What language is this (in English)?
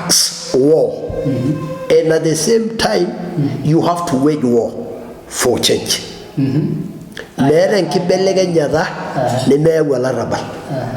Masai